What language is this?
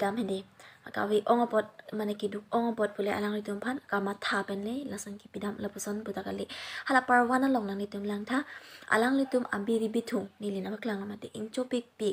Karbi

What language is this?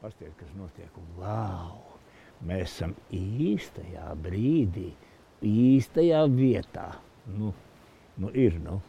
Latvian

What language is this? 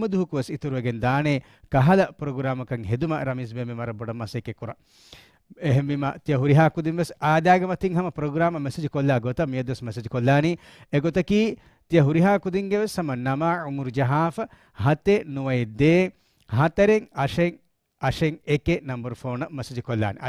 Divehi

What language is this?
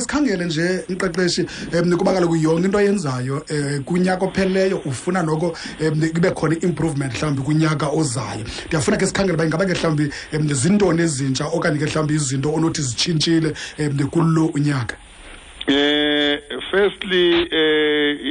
Xhosa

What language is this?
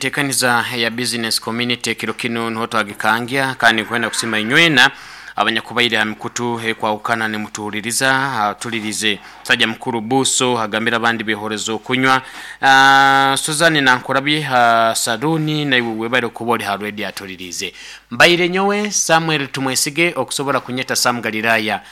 Nyoro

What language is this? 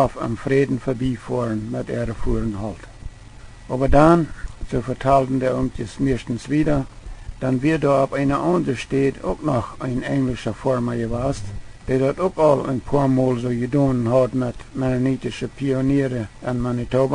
Plautdietsch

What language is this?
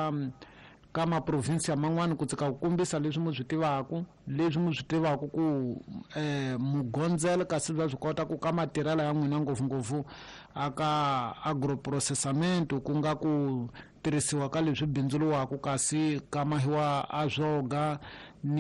Tsonga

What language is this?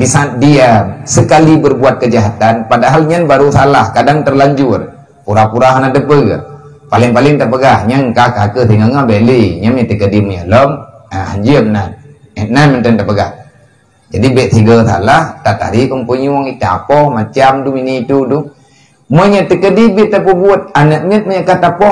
Achinese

